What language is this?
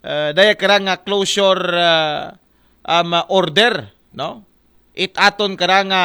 Aklanon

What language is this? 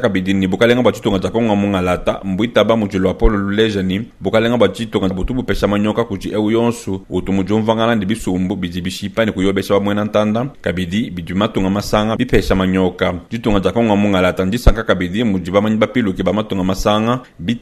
Luba-Lulua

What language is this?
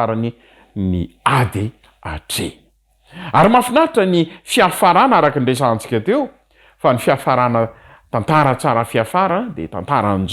Malagasy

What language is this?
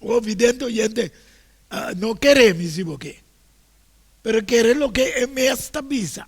Papiamento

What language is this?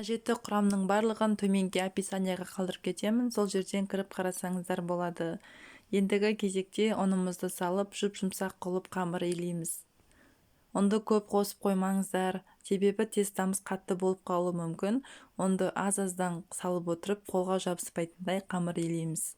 Kazakh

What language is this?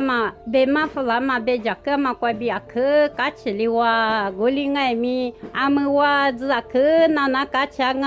Lisu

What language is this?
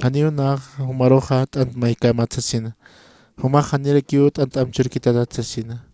Aymara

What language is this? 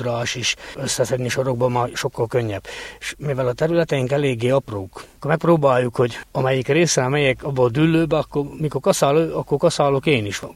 Hungarian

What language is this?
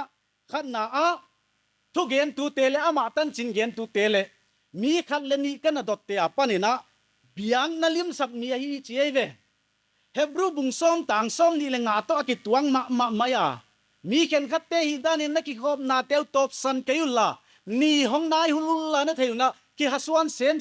Paite Chin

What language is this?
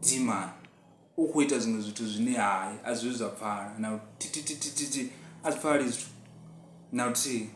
Venda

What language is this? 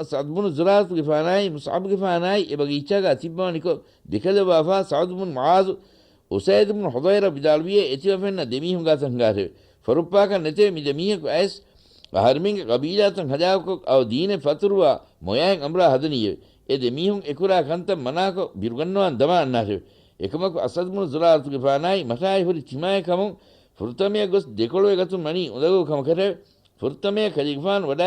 Divehi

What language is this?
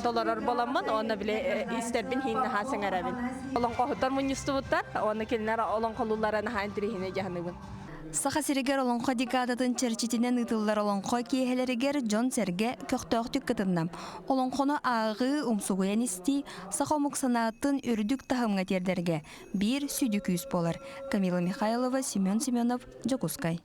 Yakut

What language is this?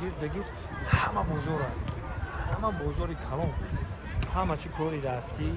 Tajik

